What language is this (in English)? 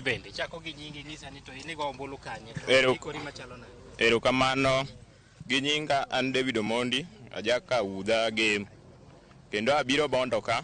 Luo (Kenya and Tanzania)